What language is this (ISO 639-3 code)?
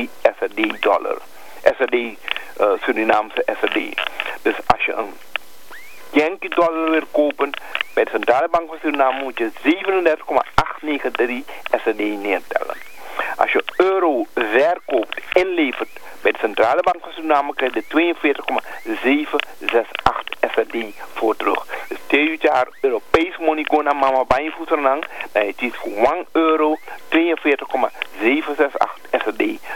nld